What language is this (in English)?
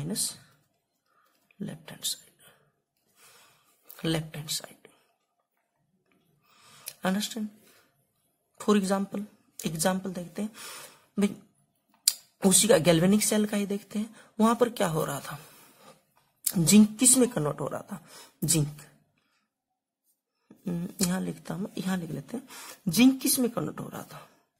Hindi